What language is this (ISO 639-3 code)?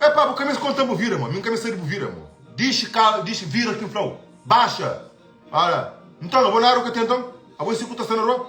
kea